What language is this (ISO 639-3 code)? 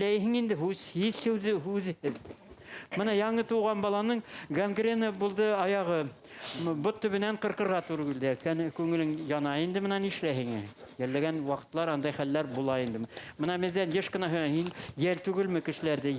bak